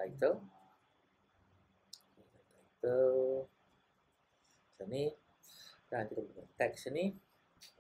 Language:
Malay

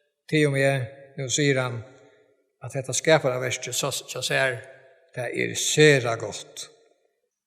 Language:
Faroese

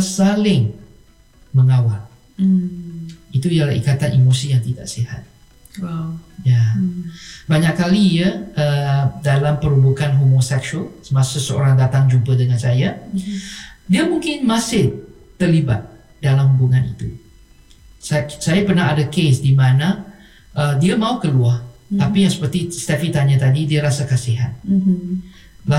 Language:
Malay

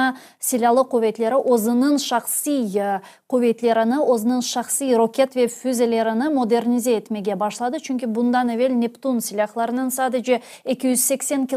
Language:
Crimean Tatar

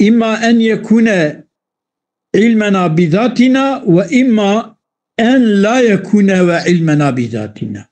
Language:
Kurdish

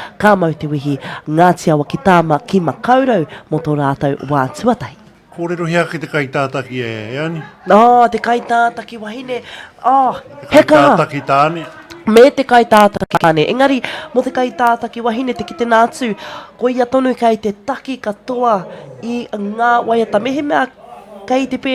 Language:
Māori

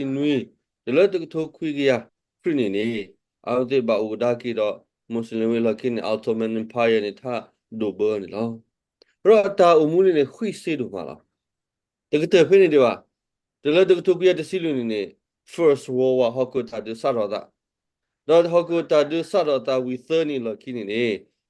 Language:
S'gaw Karen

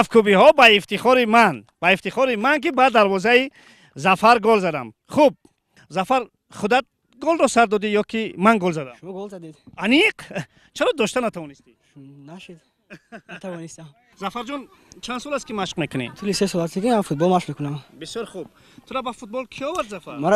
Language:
Tajik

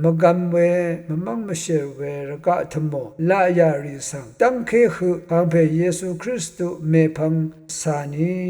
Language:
Rawang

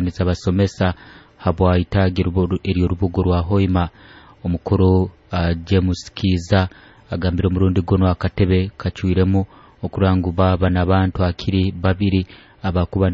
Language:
Nyoro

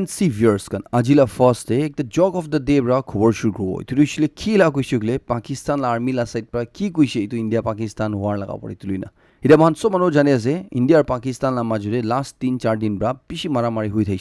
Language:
Naga Pidgin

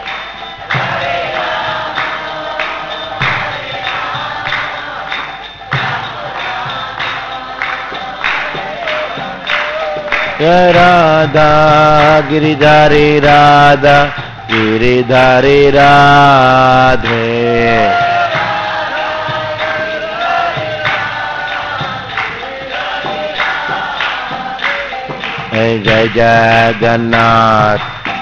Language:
Hindi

